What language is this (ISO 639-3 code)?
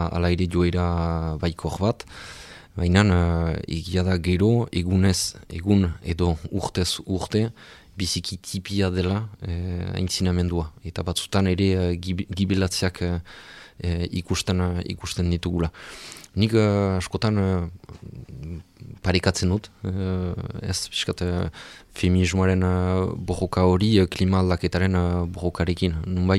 eus